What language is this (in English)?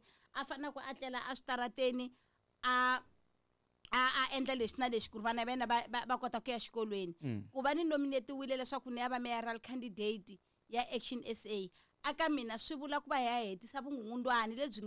Tsonga